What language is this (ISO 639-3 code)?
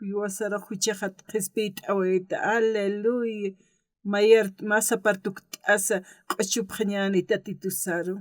aym